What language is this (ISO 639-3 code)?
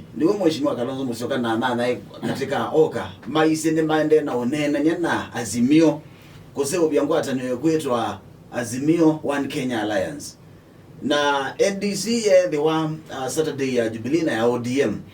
kam